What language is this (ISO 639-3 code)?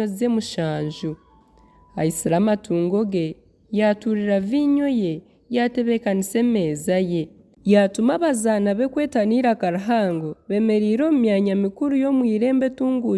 nyn